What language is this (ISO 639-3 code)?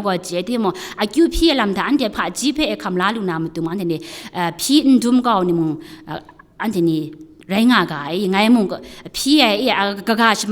kac